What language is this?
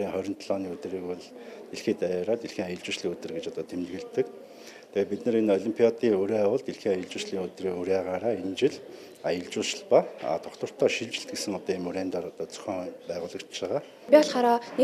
Mongolian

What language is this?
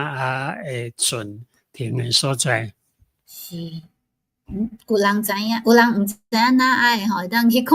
Min Nan Chinese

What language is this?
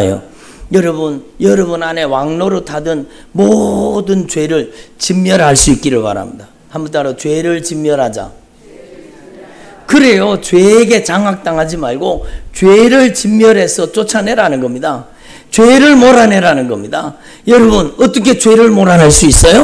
Korean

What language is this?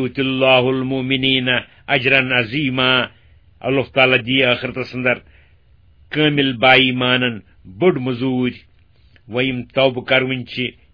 Kashmiri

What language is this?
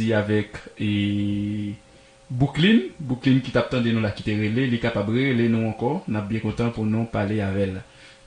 Haitian Creole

